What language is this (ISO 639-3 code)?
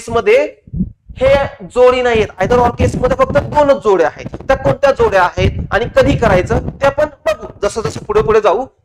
mar